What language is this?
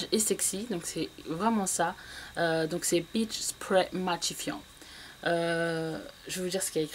French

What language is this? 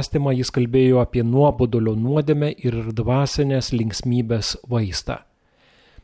Lithuanian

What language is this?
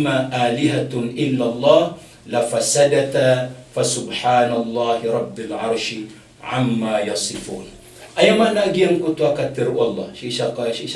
Maranao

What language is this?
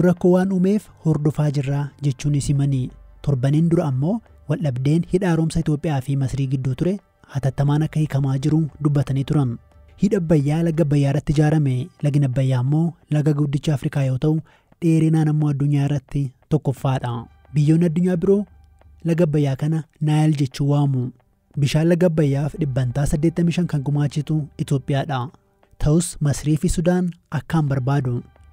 Oromo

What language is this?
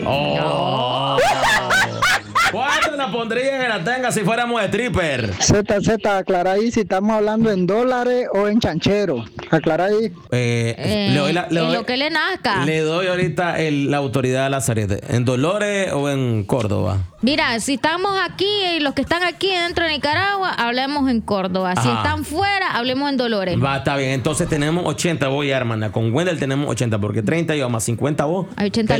Spanish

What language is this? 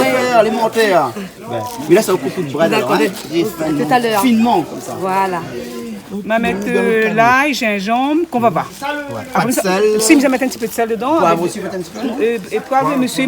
Réunion Creole French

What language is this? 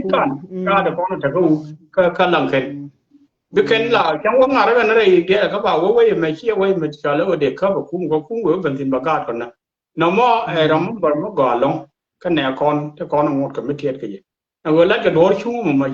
Nuer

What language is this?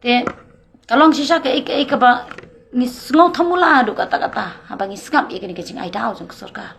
Khasi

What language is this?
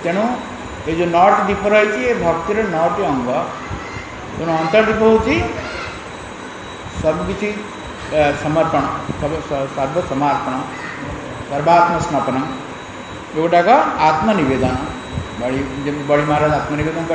Odia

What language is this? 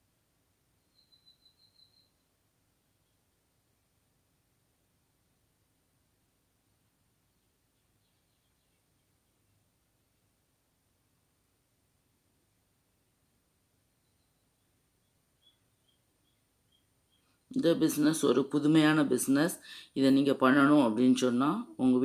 Tamil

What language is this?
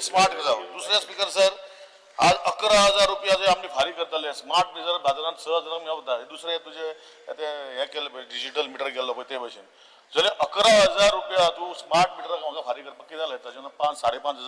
Konkani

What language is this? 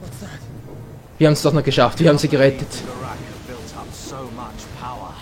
Swiss German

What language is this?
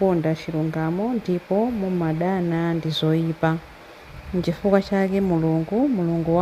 Nyanja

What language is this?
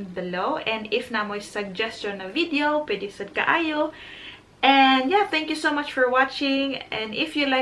Cebuano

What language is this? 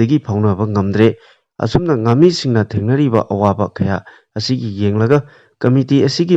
Manipuri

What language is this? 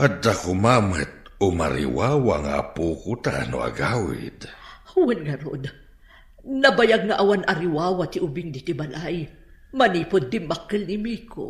Iloko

